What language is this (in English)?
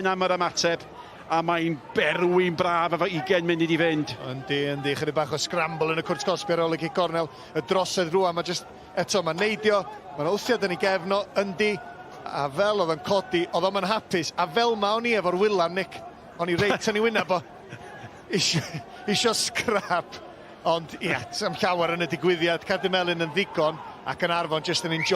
Welsh